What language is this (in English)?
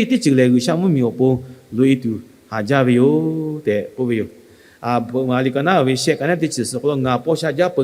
Lahu